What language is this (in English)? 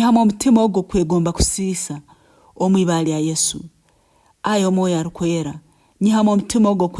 Nyankole